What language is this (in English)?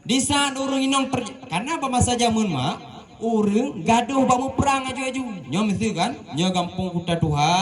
Achinese